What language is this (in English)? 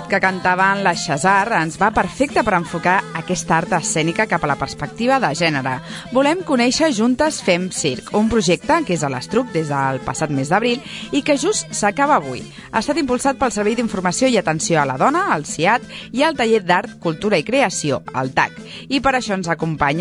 Catalan